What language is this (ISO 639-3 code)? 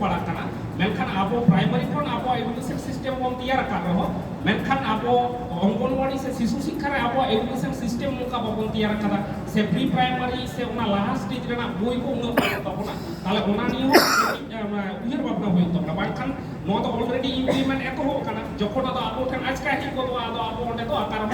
sat